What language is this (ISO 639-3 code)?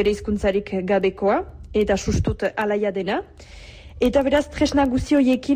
eus